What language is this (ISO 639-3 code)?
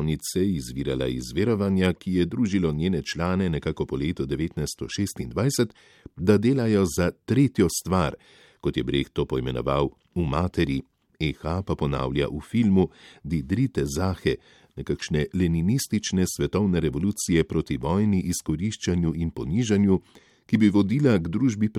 slv